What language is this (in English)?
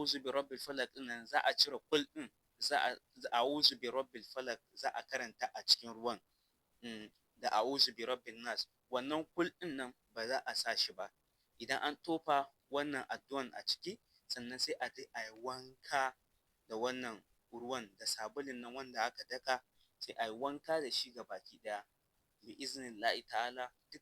Hausa